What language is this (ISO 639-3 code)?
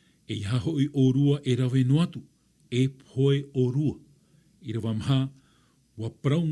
tah